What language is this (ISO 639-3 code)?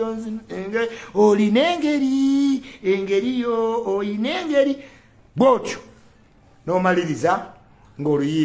lug